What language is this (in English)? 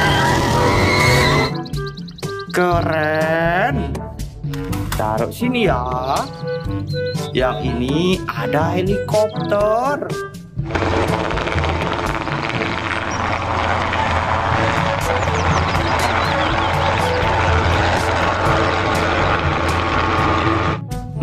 Indonesian